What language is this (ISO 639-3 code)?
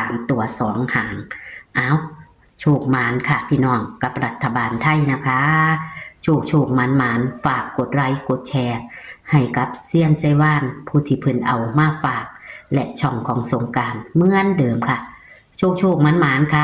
tts